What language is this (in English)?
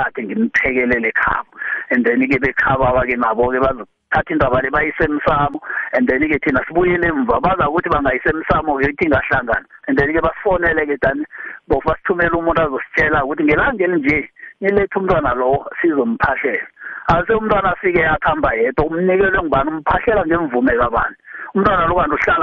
South Ndebele